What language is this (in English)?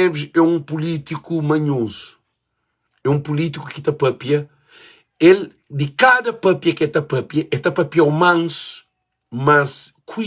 Kabuverdianu